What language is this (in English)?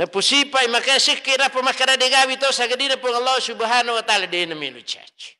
Buginese